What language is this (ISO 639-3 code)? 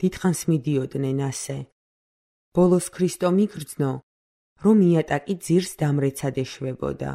kat